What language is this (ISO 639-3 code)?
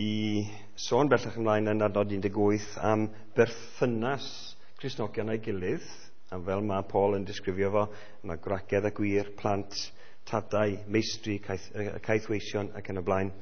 cym